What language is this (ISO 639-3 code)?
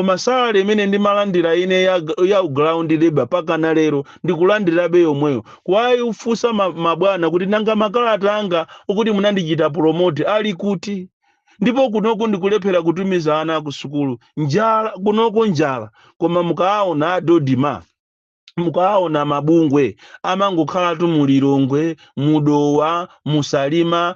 nya